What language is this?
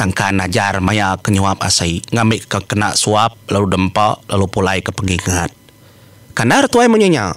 Iban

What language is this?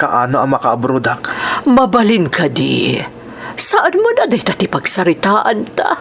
Iloko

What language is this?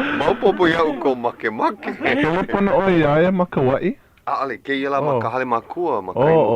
Hawaiian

